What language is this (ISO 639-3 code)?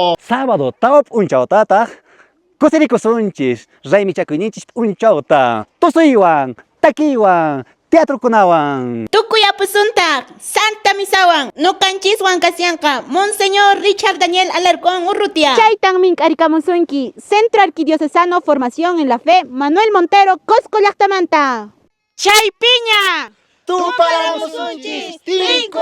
que